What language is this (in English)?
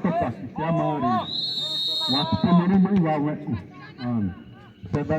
Xavánte